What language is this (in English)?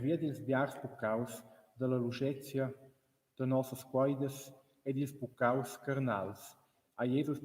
Romansh